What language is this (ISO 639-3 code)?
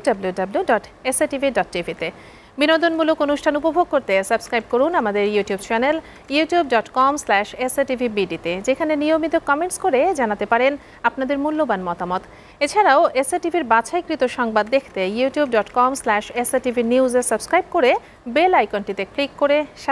ben